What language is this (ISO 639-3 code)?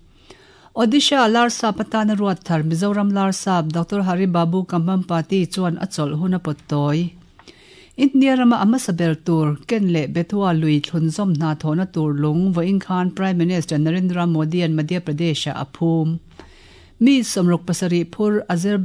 lus